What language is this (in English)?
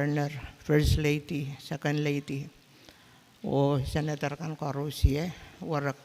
Pohnpeian